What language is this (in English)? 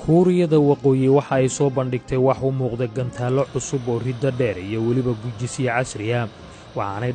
Somali